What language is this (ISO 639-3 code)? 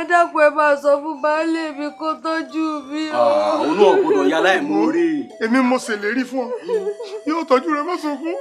yor